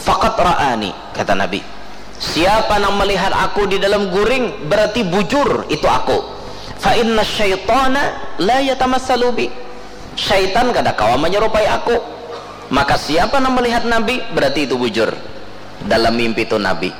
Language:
Banjar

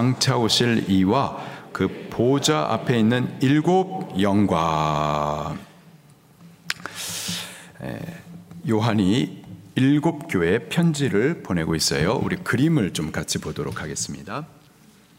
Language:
Korean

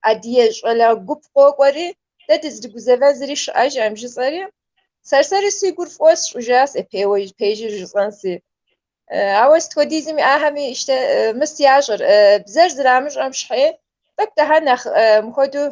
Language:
Kabardian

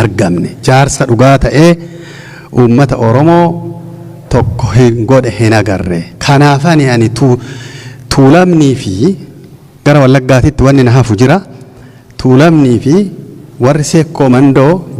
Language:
Oromo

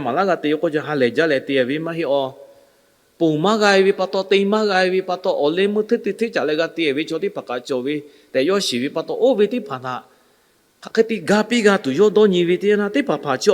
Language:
Lahu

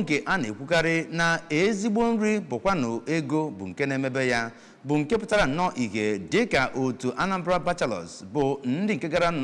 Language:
Igbo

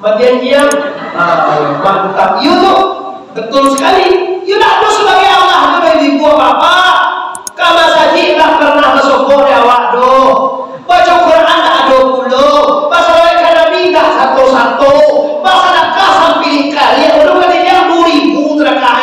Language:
Minangkabau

